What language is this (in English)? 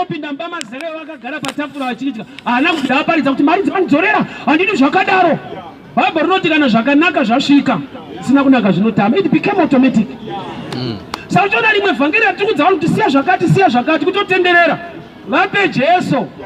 Shona